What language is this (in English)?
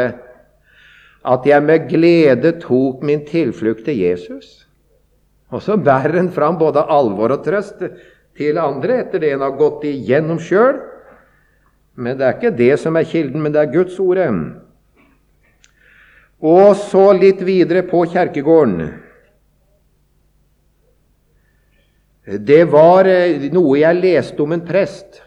Norwegian